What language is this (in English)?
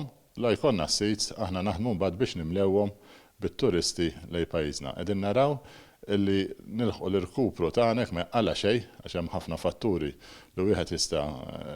Maltese